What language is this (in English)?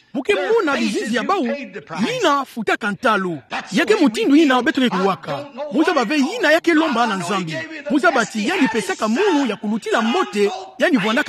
Kituba (Democratic Republic of Congo)